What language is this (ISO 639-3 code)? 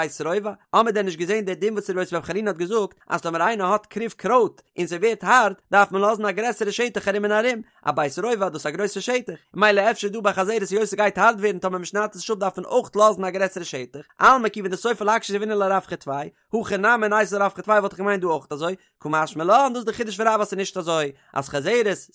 yid